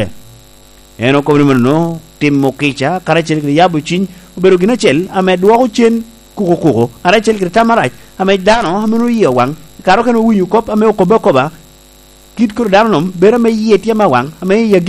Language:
Lango (Uganda)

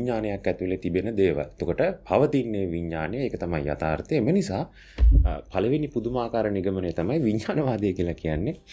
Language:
Sinhala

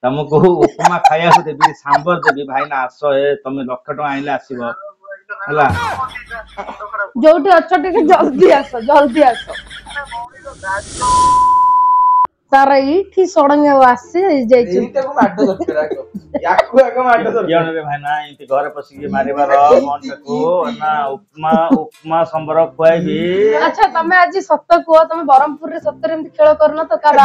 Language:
Odia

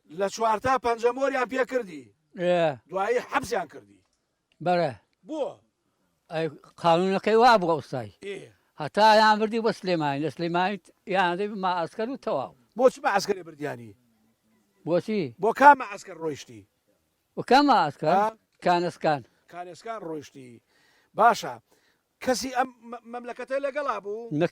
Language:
Central Kurdish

